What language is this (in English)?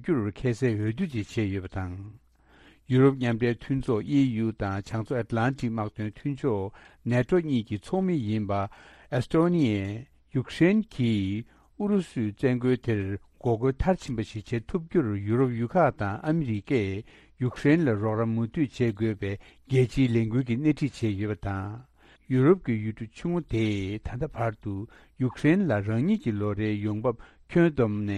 Tibetan